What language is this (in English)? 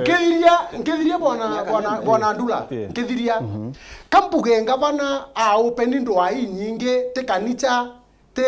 Meru